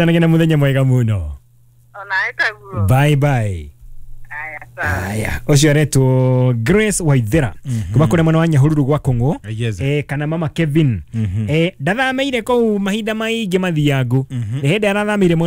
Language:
Kikuyu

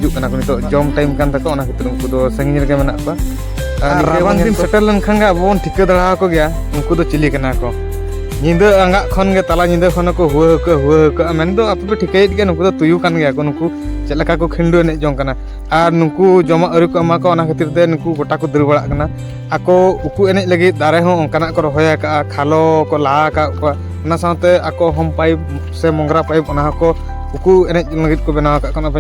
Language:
Santali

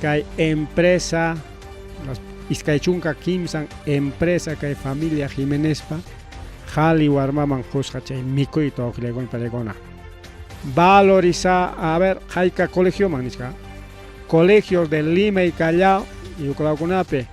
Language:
Ayacucho Quechua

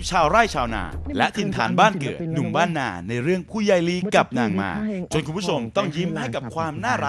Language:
Thai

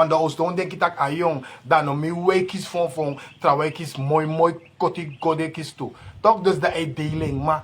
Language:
Sranan Tongo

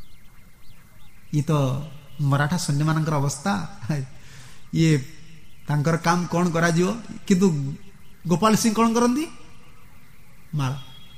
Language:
Odia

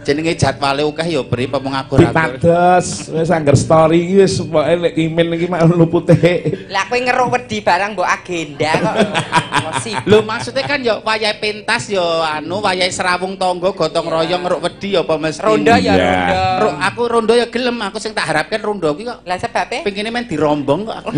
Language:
Javanese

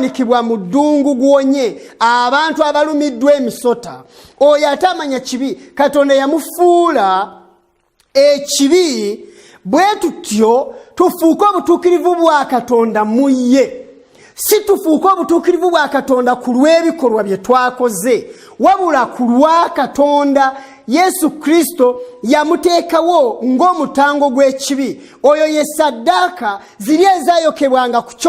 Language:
Ganda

